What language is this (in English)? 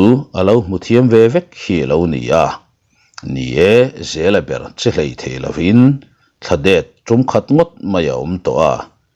Mizo